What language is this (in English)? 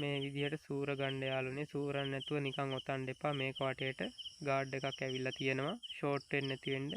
Sinhala